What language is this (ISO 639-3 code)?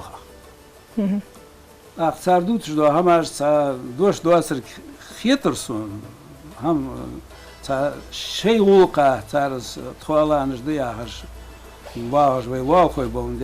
inh